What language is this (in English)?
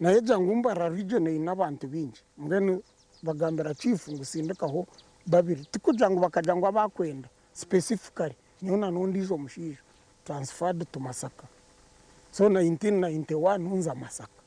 Nyankole